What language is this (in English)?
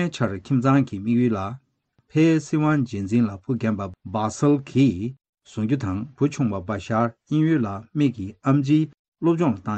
Tibetan